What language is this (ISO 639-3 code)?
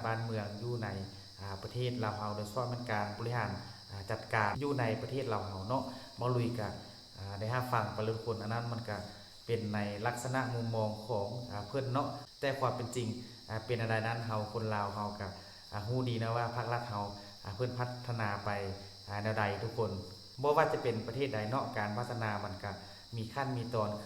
lao